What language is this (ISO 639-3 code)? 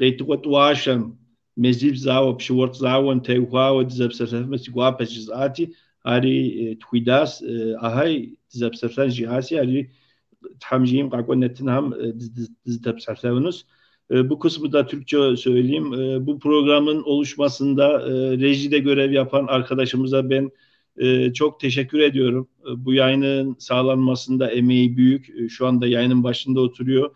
kbd